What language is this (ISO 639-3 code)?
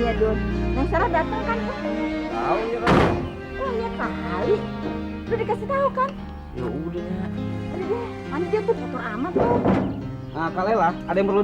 bew